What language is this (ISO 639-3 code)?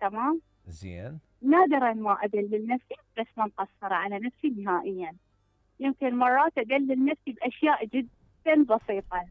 acm